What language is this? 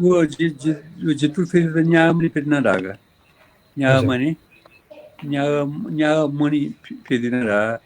Newari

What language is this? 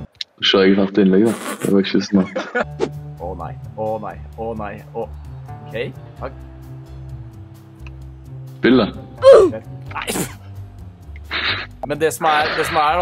Norwegian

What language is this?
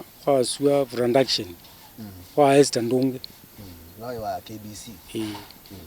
Kamba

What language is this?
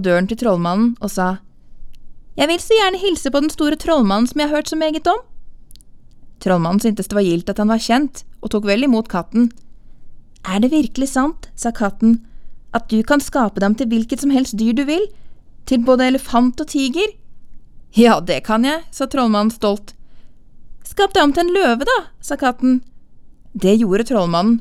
Norwegian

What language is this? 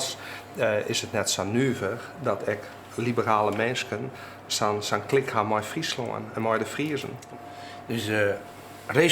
Western Frisian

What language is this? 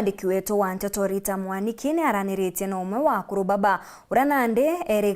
Meru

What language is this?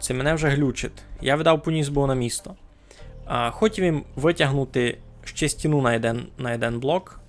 Rusyn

